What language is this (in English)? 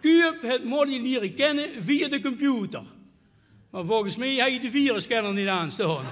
Limburgish